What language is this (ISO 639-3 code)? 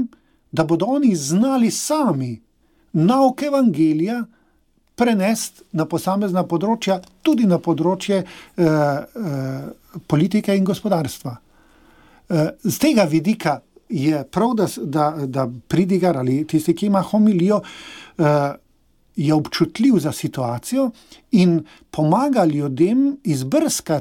slv